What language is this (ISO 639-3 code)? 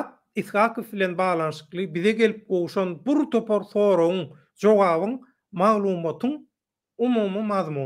tuk